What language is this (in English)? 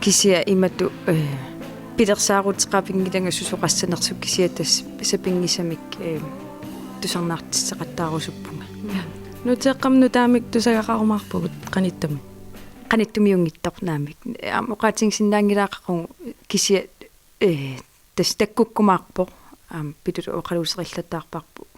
Kalaallisut